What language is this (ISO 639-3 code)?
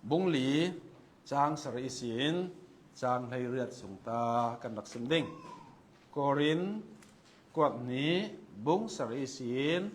cnh